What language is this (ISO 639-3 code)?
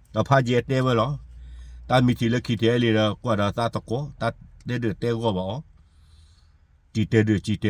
ksw